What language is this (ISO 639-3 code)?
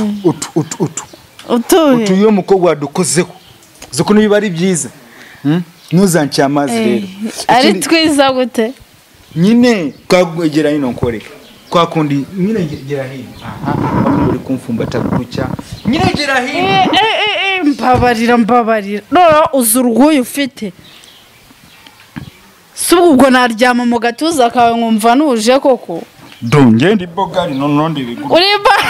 kin